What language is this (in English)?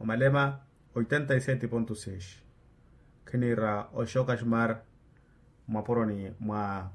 Makhuwa